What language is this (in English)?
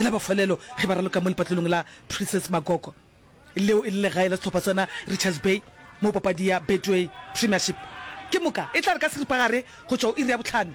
Northern Sotho